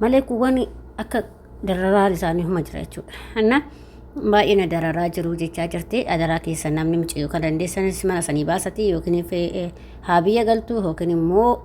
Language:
Oromo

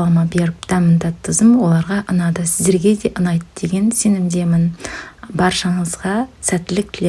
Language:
Kazakh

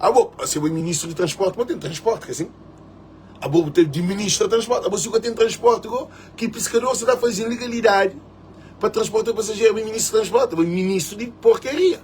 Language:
Kabuverdianu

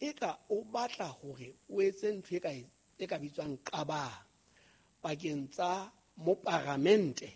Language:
Southern Sotho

